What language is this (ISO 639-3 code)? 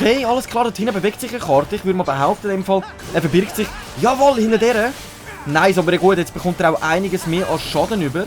gsw